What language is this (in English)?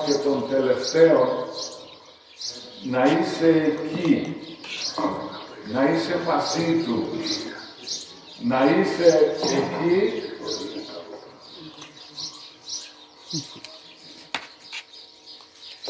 Greek